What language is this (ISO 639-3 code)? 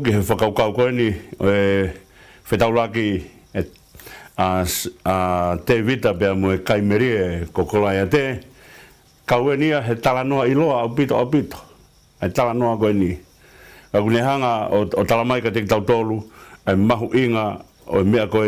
ton